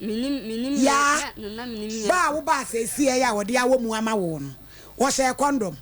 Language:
Akan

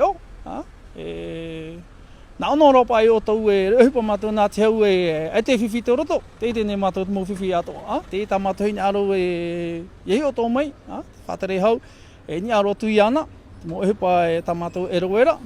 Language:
Tahitian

